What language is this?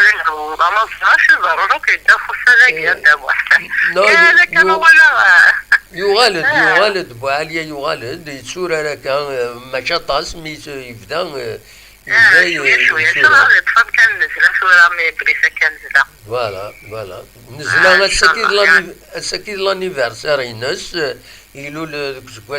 Kabyle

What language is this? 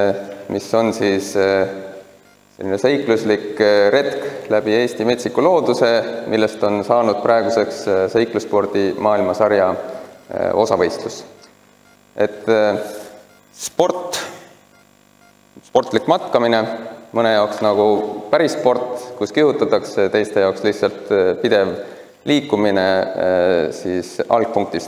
Estonian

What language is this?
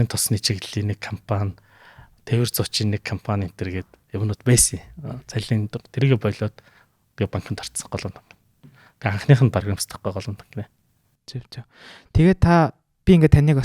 Mongolian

